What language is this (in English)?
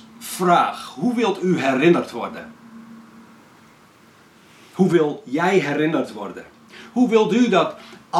Dutch